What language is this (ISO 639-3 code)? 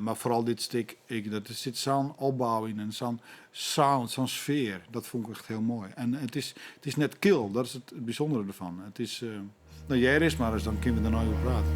fry